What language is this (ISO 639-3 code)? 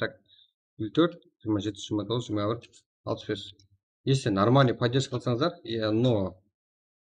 kaa